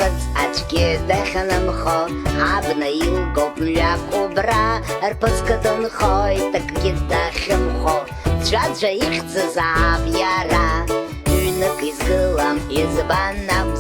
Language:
Abkhazian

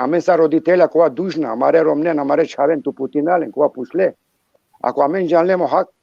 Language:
Balkan Romani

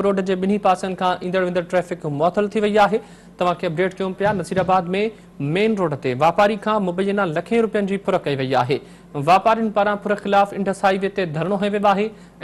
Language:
Sindhi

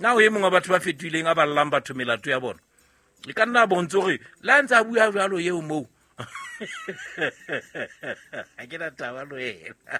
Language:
Southern Sotho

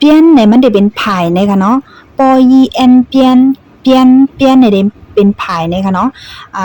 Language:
Shan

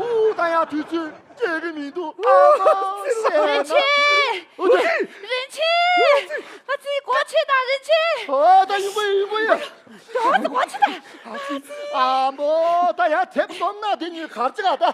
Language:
Tibetan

